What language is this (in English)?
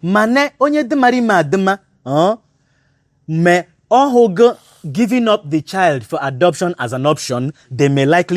Igbo